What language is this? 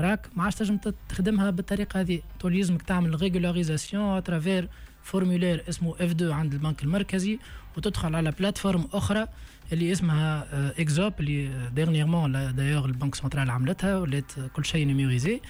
Tunisian Arabic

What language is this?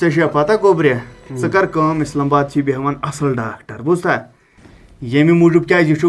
Kashmiri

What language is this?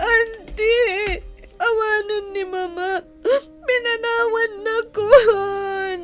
Iloko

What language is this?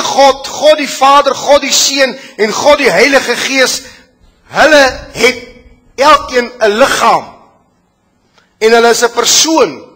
Afrikaans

